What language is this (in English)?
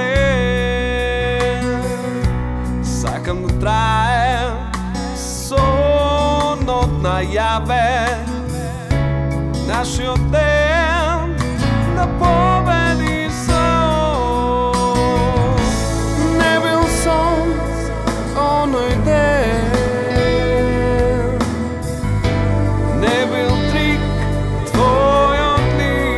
Macedonian